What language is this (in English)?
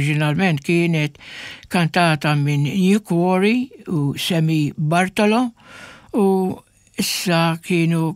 Maltese